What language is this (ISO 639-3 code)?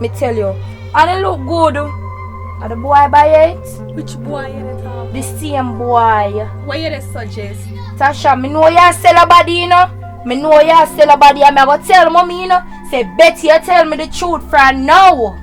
jam